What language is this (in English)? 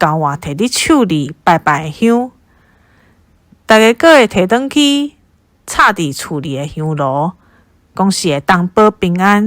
Min Nan Chinese